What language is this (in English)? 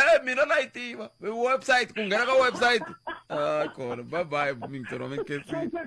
Tsonga